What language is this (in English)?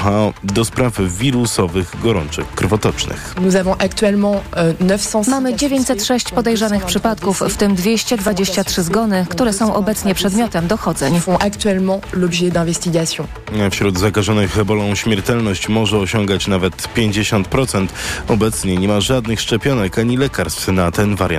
Polish